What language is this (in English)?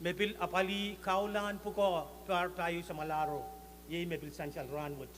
Pohnpeian